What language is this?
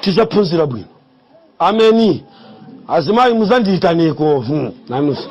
Nyanja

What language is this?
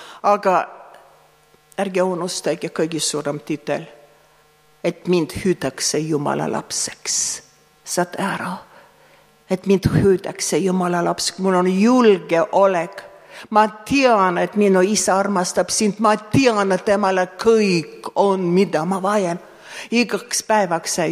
Estonian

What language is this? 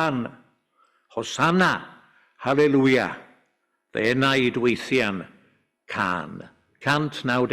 Welsh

